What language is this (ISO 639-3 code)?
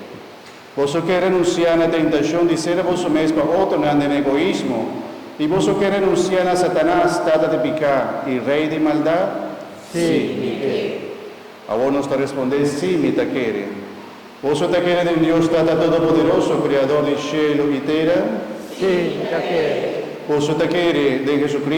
pap